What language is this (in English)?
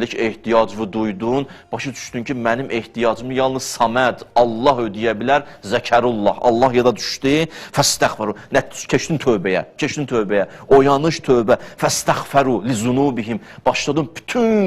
Azerbaijani